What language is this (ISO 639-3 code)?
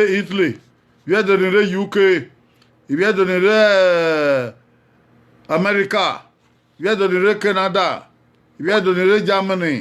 bin